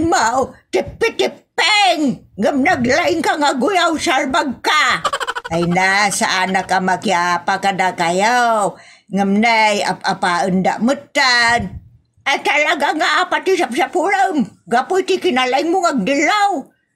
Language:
Iloko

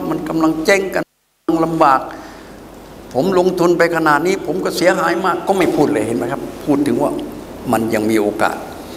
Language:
Thai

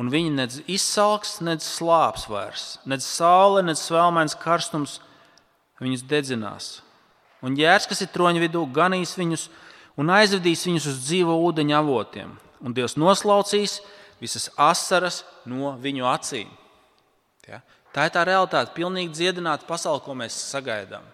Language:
Latvian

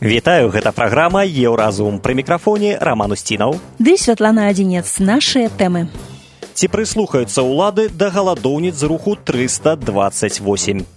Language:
Belarusian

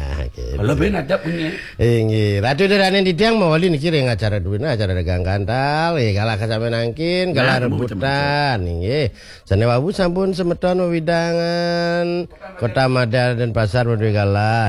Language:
Balinese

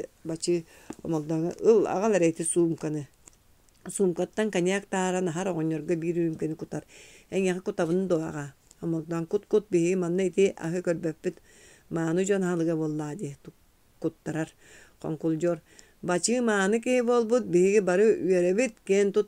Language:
Yakut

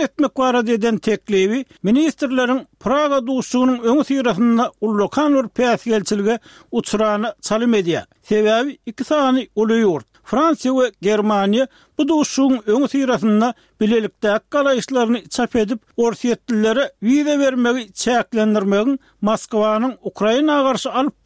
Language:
Turkmen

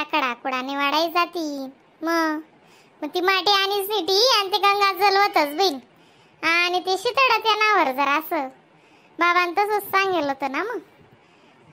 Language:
Khandesi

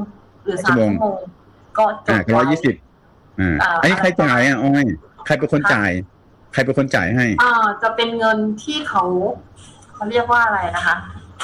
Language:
Thai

